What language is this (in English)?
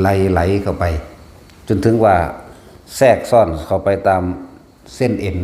Northeastern Thai